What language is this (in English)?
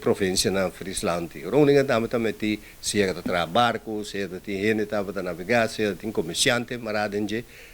Papiamento